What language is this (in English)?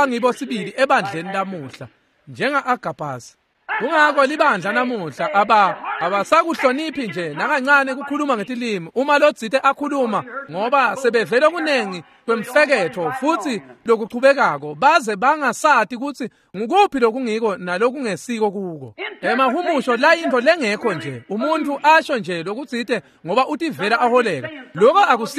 Swati